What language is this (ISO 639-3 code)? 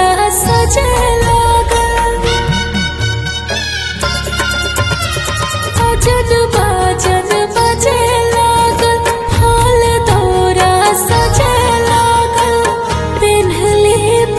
bho